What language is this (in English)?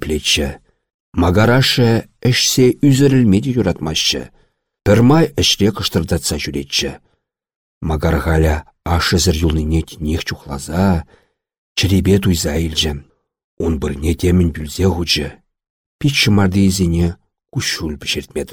Chuvash